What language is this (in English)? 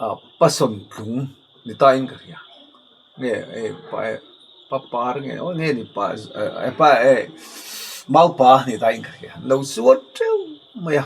Mizo